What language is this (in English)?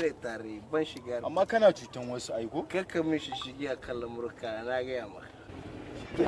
Hausa